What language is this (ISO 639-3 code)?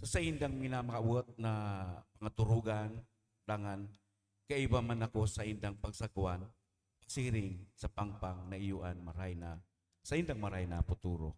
bik